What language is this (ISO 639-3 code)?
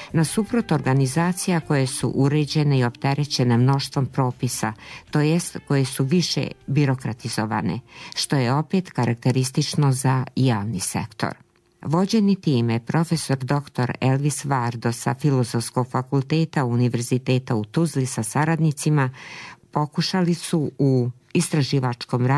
bos